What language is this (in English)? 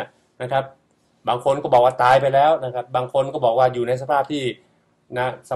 Thai